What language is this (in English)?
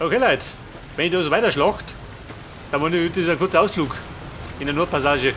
Bavarian